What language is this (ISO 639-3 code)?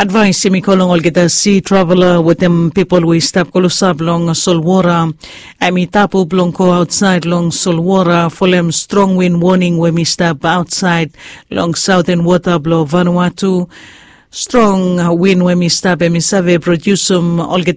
bis